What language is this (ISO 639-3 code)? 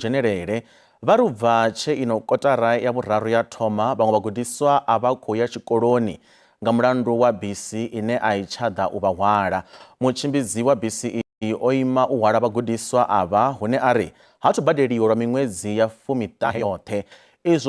ven